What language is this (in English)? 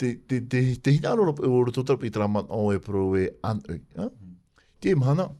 Tahitian